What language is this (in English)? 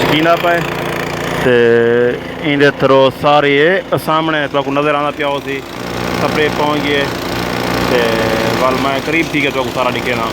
Saraiki